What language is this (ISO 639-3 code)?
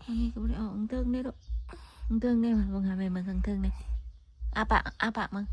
tts